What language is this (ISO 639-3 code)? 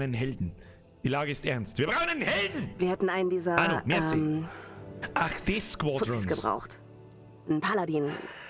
bar